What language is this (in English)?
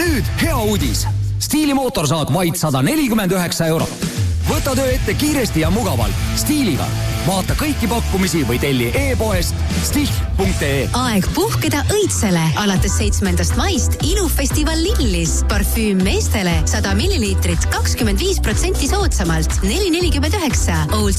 Estonian